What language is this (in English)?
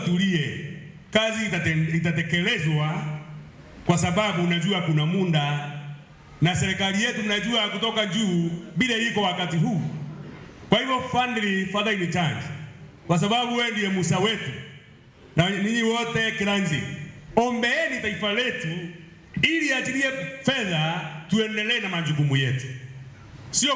Meru